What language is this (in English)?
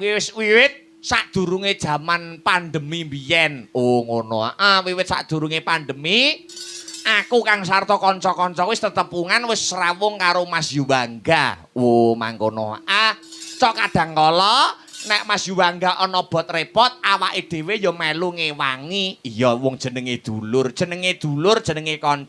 Javanese